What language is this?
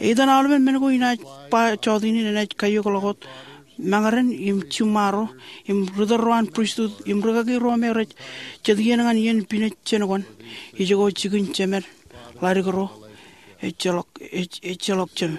Marshallese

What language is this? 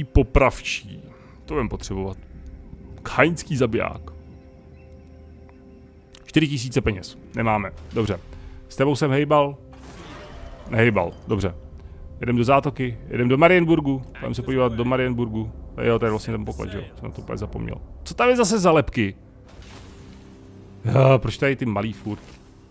Czech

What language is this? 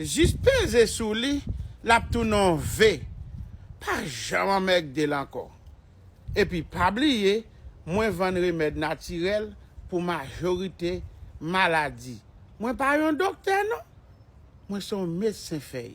Haitian Creole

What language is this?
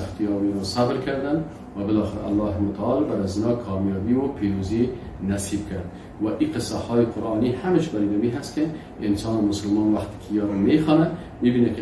Persian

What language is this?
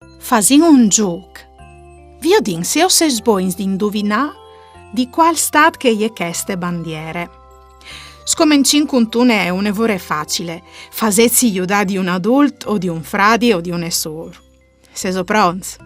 Friulian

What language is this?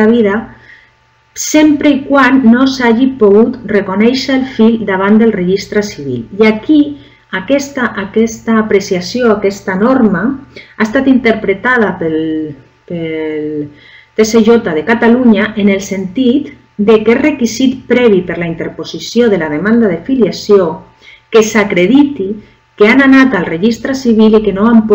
Catalan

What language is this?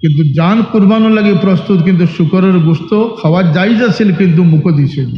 Sylheti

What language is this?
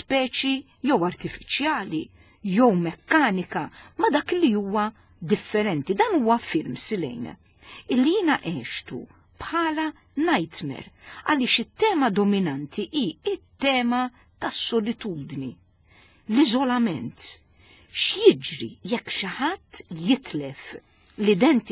Maltese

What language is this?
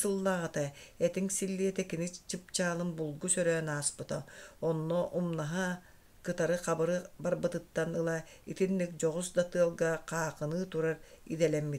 Yakut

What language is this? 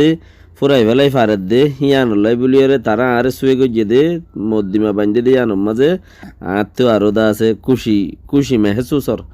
Rohingya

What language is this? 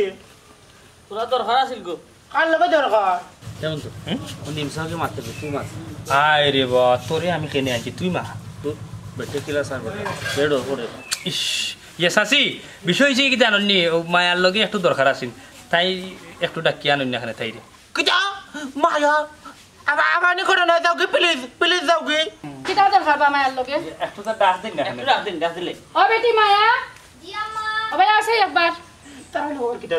Sylheti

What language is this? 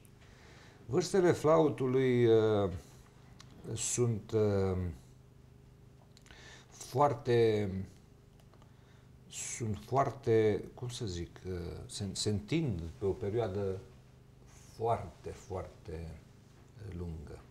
Romanian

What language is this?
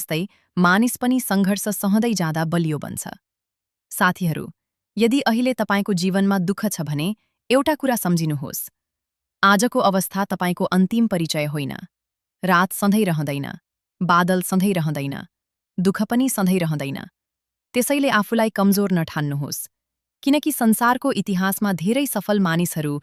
Nepali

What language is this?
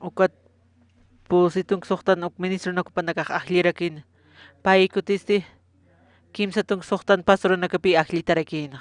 Aymara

